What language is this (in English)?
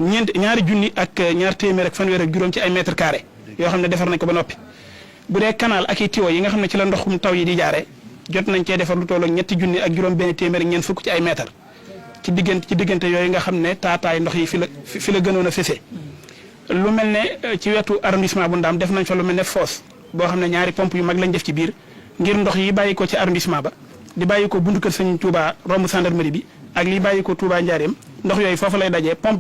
Wolof